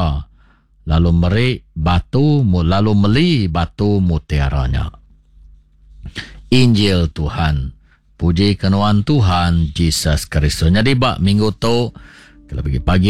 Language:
Iban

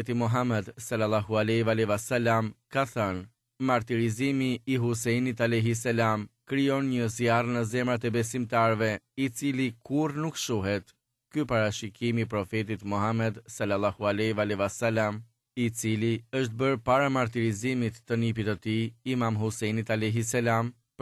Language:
Albanian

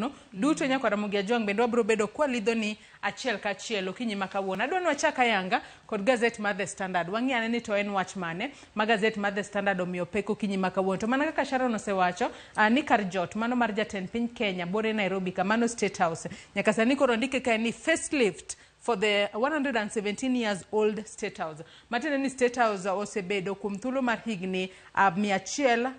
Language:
Luo (Kenya and Tanzania)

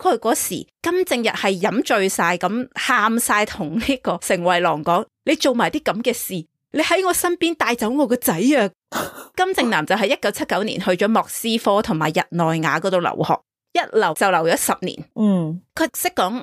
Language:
Cantonese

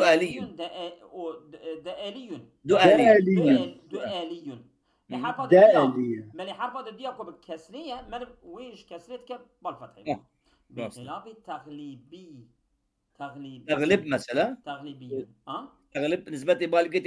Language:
Kurdish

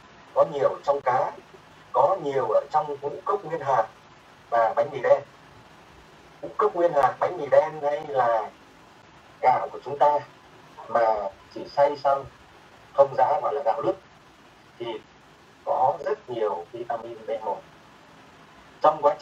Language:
Vietnamese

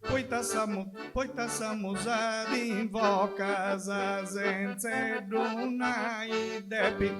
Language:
Sardinian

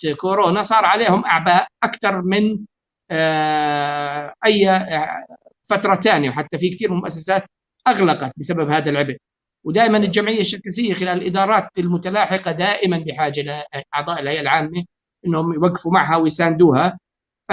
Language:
North Levantine Arabic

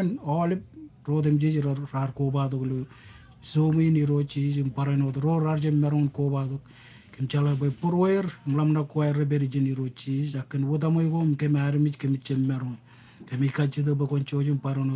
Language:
Marshallese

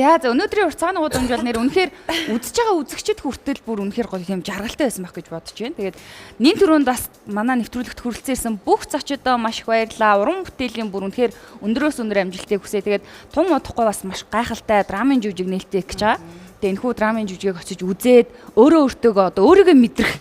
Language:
Mongolian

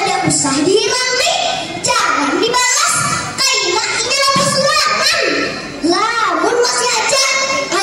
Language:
Banjar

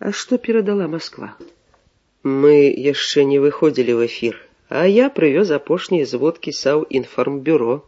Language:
Belarusian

